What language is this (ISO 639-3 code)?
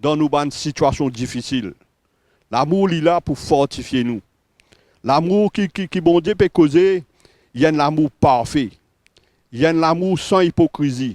mfe